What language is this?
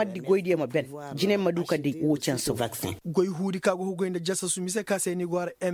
Koyraboro Senni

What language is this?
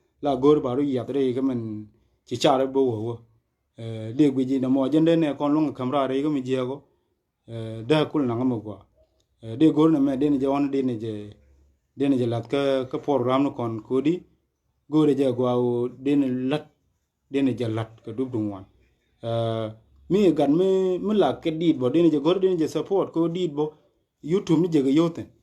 Nuer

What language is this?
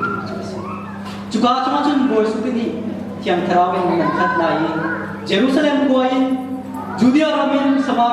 Hakha Chin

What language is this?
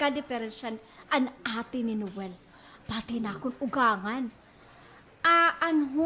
Waray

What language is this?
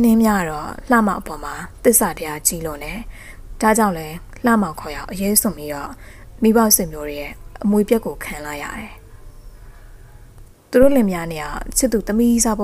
Burmese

